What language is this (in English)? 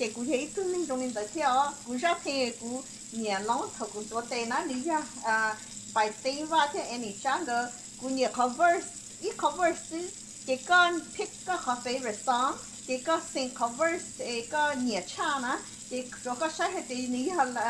Hmong